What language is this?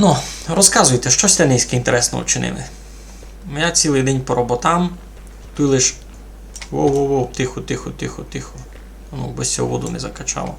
Rusyn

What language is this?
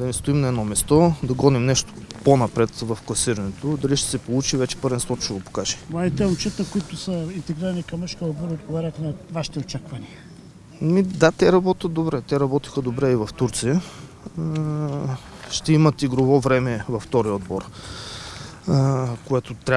Bulgarian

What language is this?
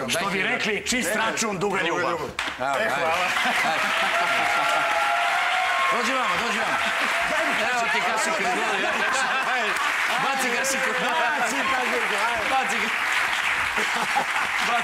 Serbian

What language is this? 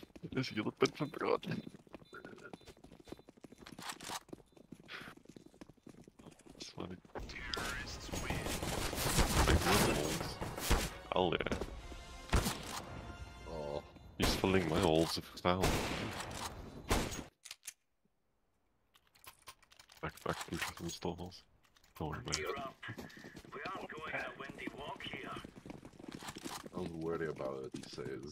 Afrikaans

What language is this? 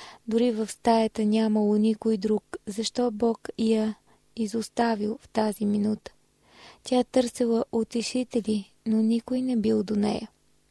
Bulgarian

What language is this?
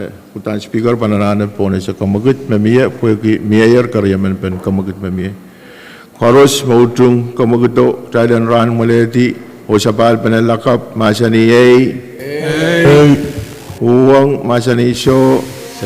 Pohnpeian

